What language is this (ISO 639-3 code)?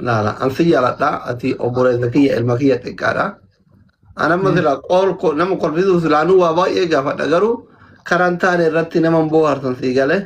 orm